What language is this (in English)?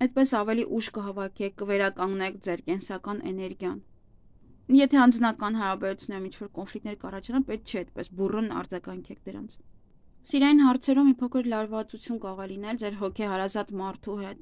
Armenian